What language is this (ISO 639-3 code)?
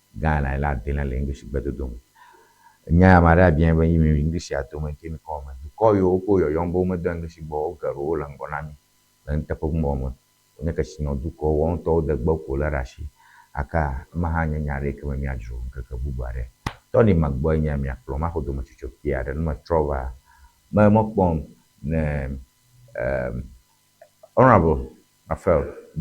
ewe